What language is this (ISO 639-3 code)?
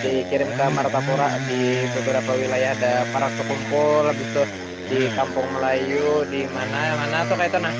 bjn